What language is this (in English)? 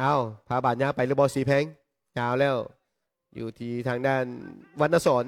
Lao